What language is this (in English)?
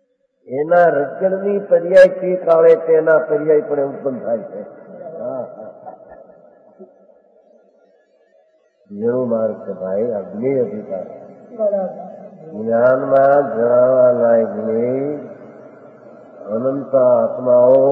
Gujarati